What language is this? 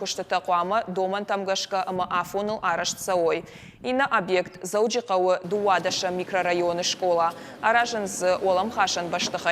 Ossetic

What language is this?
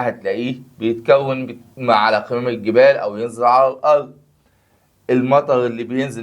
Egyptian Arabic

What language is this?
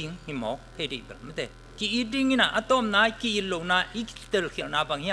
Tedim Chin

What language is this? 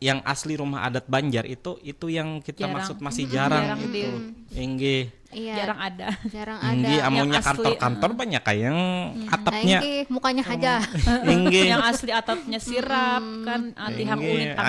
Banjar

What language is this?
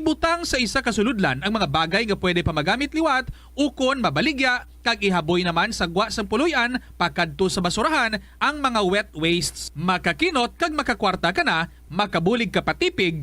Hiligaynon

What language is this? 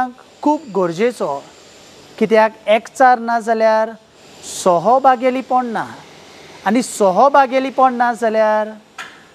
Konkani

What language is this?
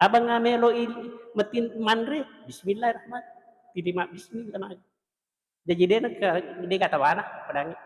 Buginese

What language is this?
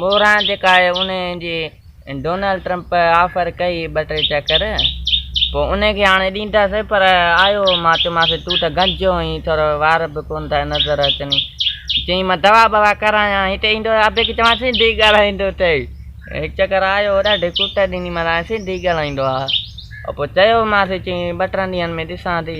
Sindhi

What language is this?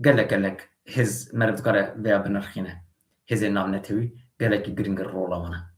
Kurdish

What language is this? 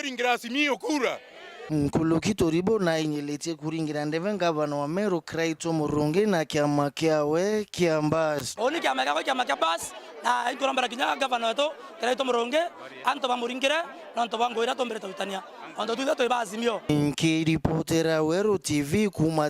Meru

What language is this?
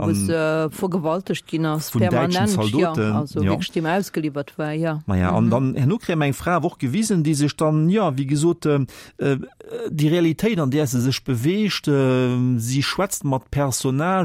Luxembourgish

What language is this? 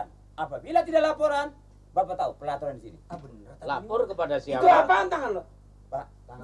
Betawi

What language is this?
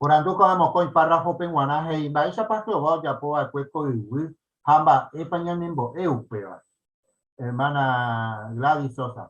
Guarani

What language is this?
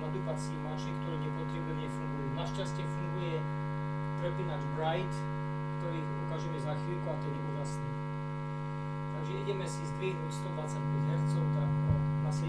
Slovak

